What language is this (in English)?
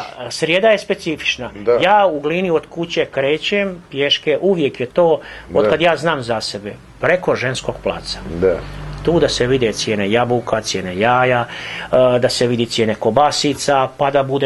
Croatian